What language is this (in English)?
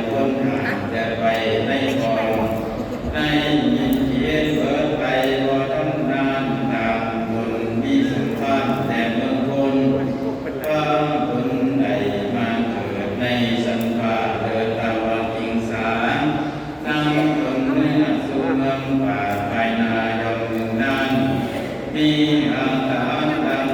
Northeastern Thai